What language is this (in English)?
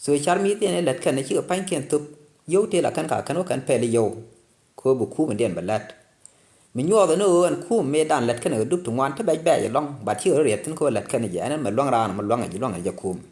Nuer